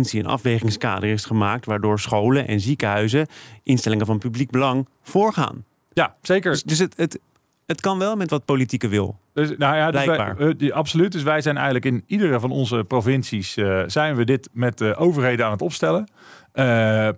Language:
Dutch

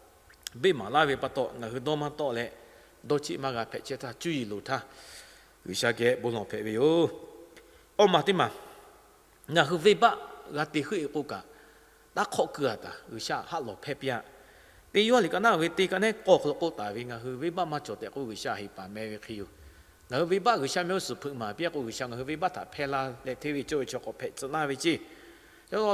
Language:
Lahu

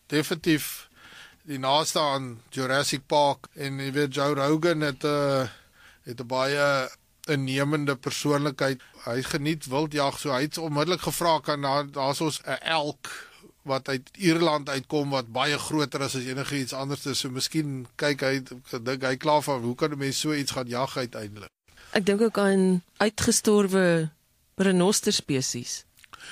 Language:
Afrikaans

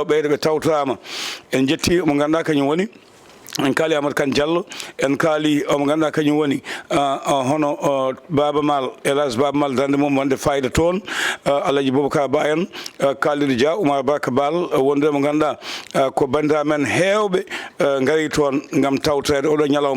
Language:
Fula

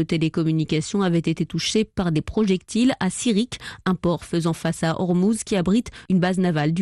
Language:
French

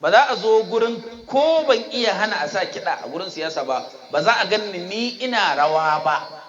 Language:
Hausa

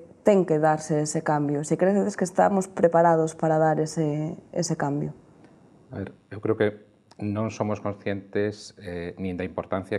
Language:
Galician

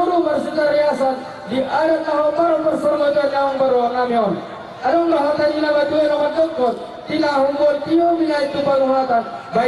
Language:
Batak Toba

